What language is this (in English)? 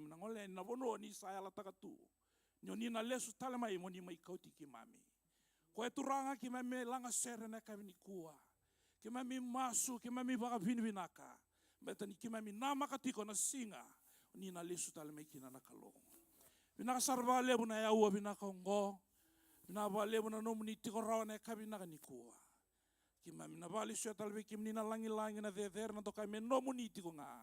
Fijian